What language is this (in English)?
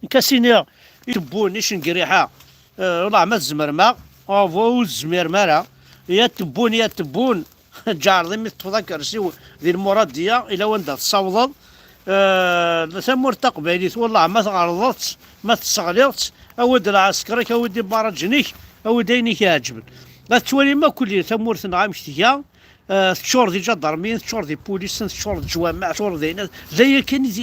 Kabyle